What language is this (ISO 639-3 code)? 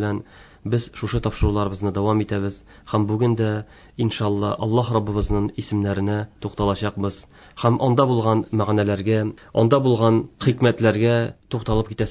tat